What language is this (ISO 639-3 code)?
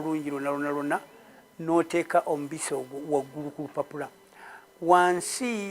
lug